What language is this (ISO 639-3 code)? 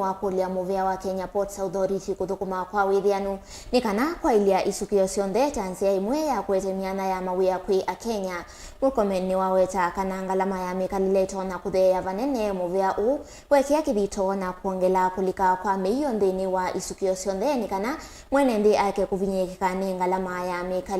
kam